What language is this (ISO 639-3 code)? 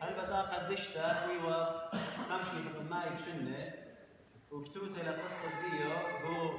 aii